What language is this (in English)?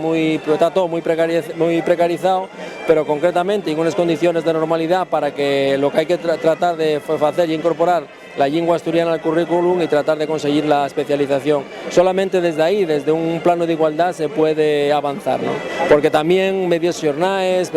Asturian